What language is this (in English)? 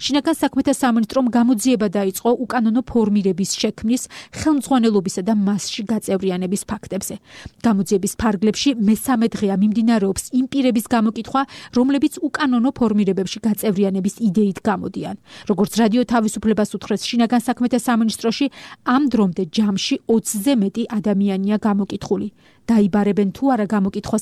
Georgian